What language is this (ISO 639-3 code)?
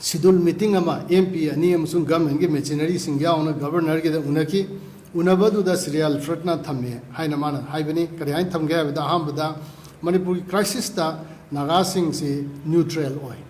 mni